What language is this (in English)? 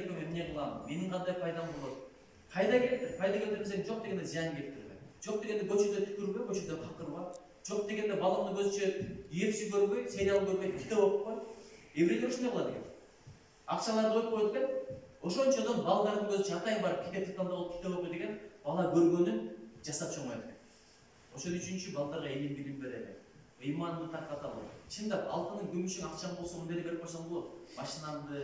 Kyrgyz